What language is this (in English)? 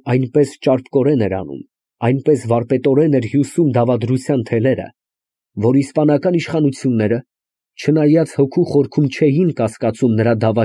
Armenian